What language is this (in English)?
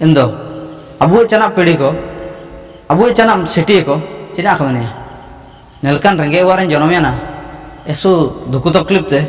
Ho